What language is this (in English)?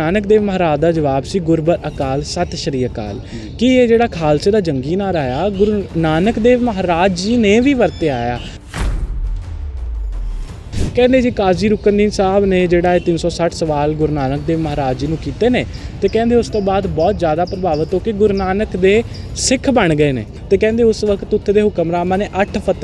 Punjabi